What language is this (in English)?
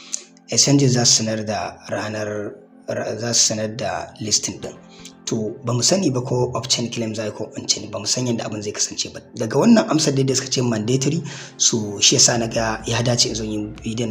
Hausa